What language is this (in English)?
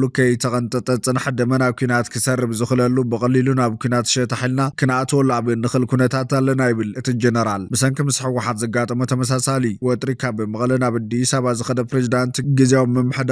Tigrinya